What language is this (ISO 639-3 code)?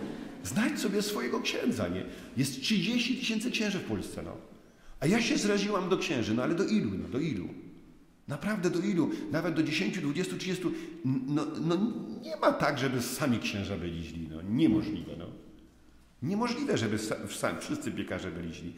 pol